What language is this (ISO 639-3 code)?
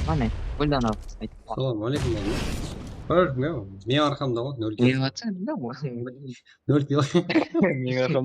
kaa